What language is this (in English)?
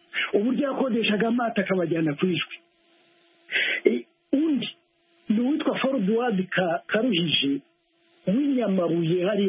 Kinyarwanda